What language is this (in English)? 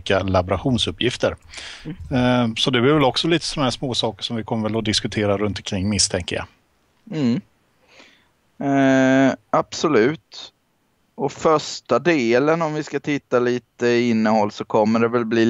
Swedish